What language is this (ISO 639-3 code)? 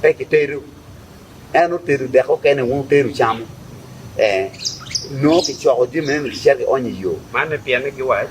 ach